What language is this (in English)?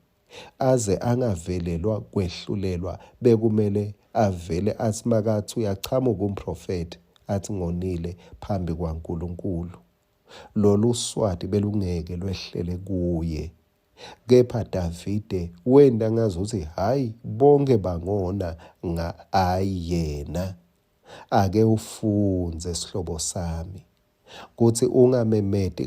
Swati